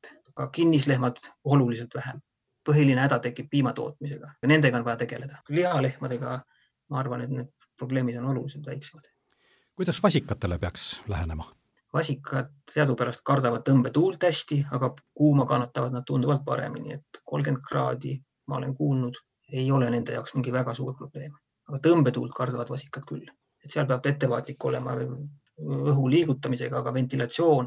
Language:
Estonian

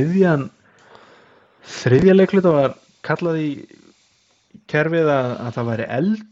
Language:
Icelandic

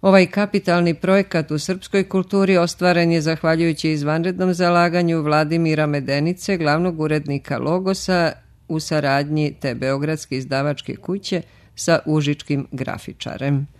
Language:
Serbian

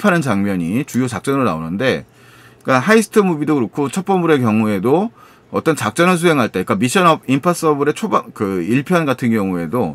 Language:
Korean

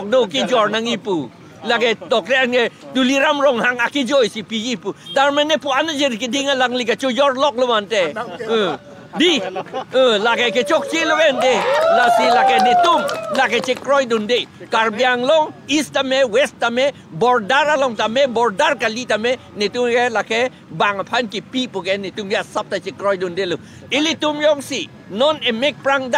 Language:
Karbi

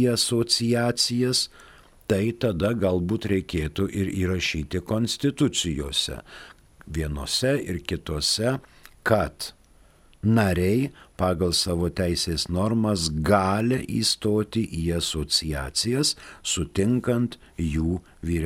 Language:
Lithuanian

